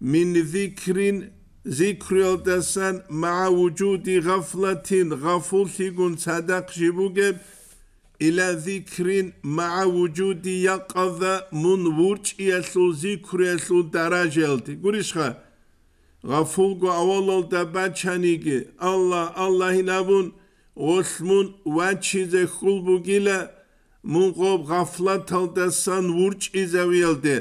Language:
Avaric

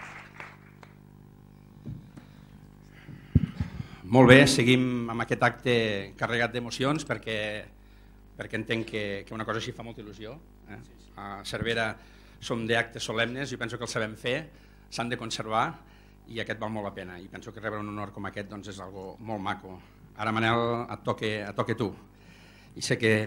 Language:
Catalan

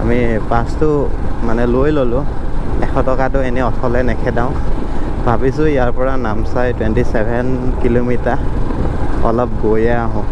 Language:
Assamese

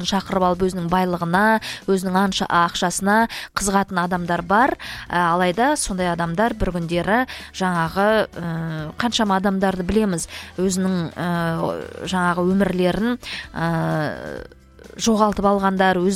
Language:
Kazakh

